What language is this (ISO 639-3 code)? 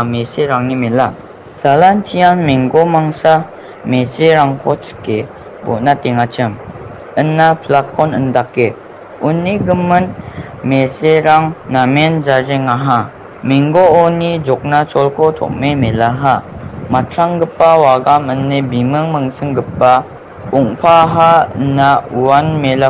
grt